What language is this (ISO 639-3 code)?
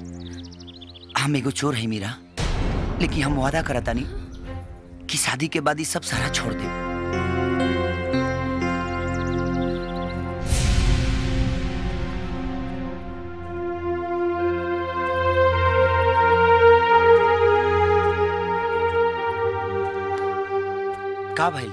bho